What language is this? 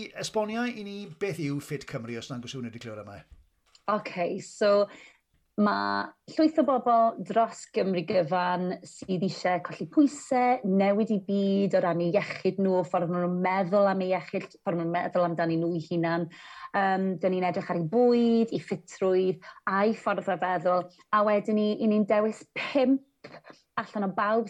Welsh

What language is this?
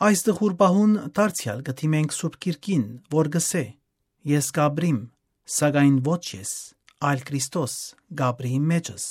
Western Armenian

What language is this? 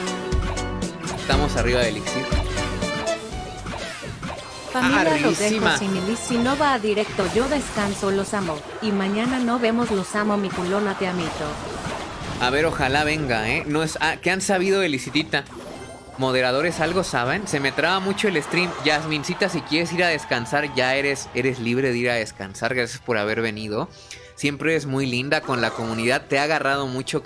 Spanish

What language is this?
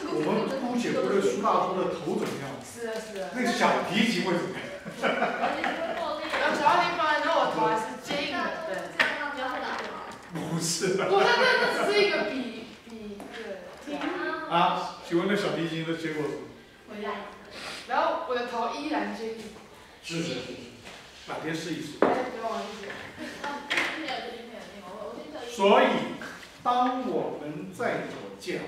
Chinese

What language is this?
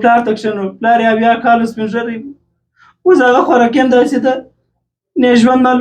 Pashto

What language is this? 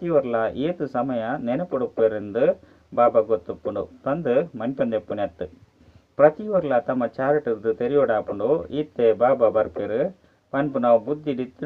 Tulu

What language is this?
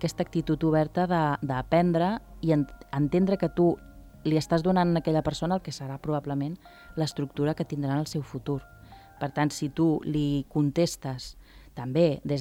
Catalan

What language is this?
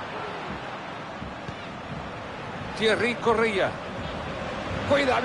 Spanish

